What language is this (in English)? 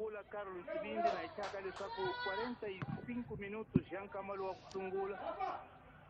Tsonga